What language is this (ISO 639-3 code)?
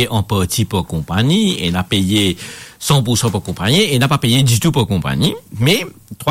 mfe